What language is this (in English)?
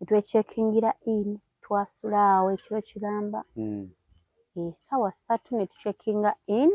Ganda